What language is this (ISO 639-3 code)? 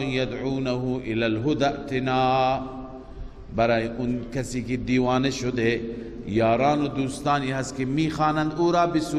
fas